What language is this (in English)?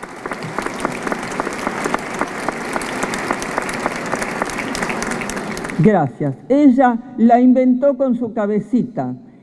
Spanish